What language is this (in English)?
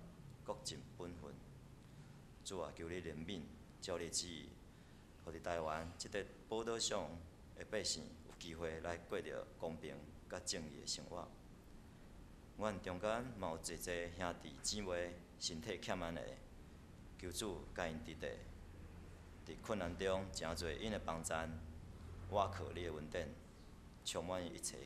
Min Nan Chinese